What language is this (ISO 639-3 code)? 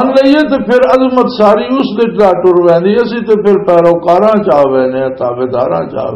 lah